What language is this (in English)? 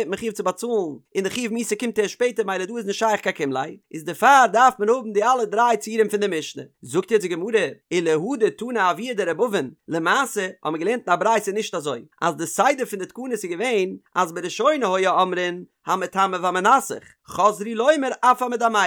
Yiddish